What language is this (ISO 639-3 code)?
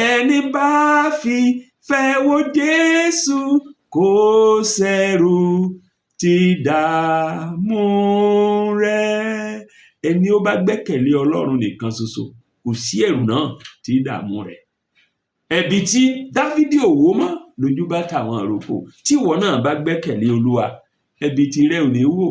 yor